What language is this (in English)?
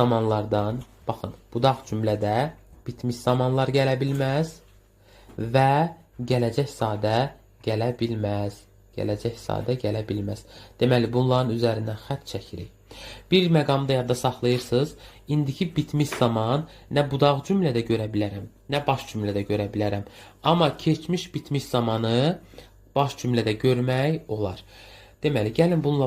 Azerbaijani